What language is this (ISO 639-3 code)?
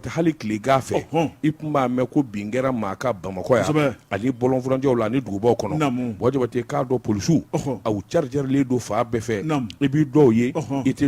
bam